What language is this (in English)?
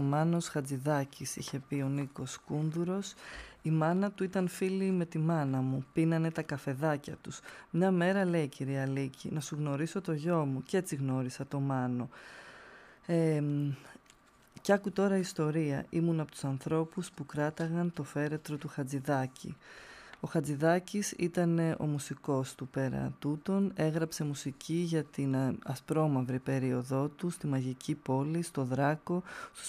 Greek